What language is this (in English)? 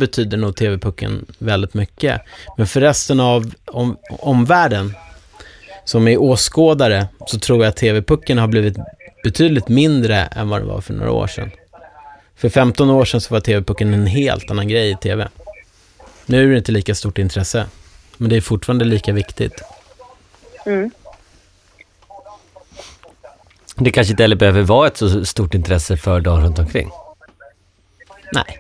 Swedish